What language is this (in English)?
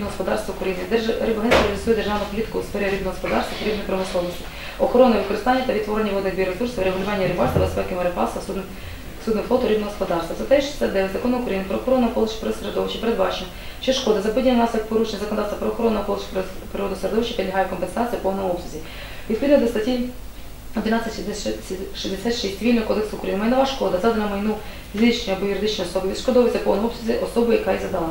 Ukrainian